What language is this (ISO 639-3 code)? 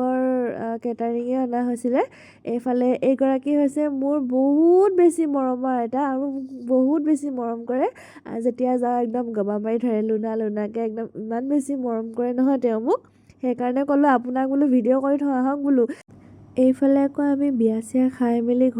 asm